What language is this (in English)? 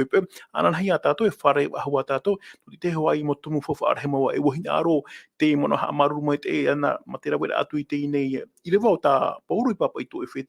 Tahitian